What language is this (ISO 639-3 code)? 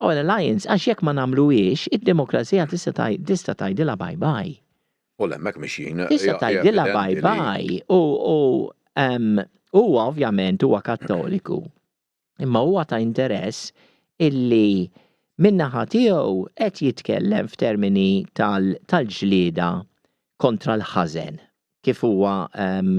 mlt